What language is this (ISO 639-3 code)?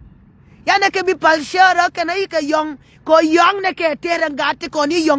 nus